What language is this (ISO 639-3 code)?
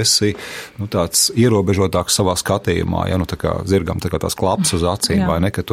lav